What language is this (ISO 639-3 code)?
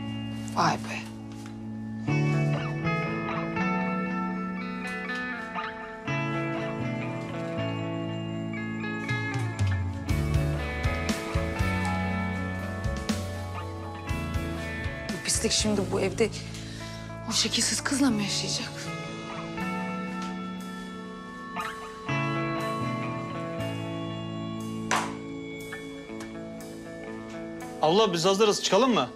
tur